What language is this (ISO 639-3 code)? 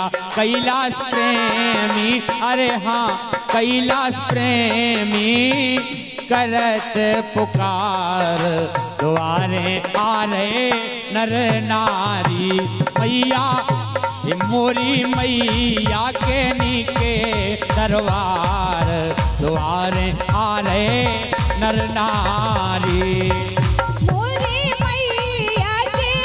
bho